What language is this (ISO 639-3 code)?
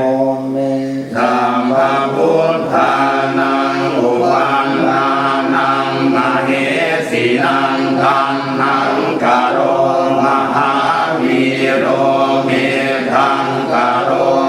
pli